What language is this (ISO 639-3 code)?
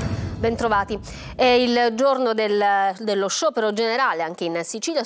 ita